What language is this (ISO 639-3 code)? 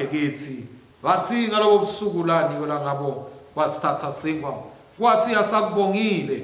ssw